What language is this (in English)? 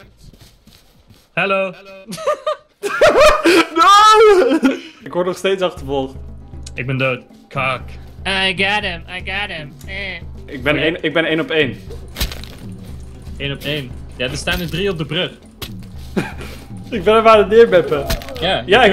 Dutch